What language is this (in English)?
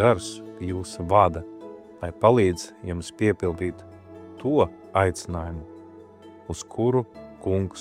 Latvian